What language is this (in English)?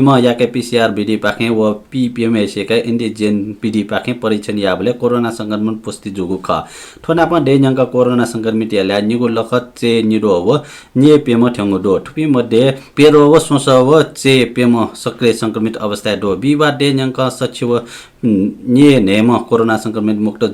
Newari